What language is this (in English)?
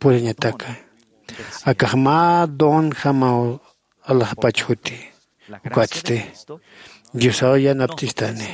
Aymara